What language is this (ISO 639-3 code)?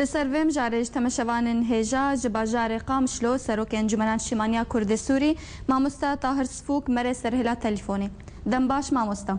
kur